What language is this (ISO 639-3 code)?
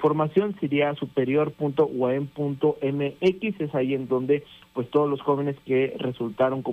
spa